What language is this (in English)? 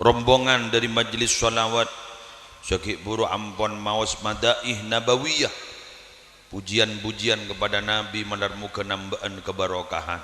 Madurese